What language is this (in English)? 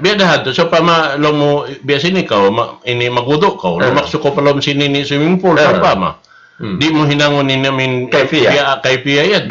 Tausug